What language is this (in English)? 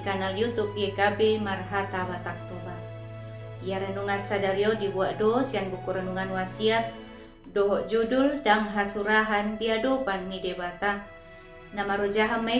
Batak Toba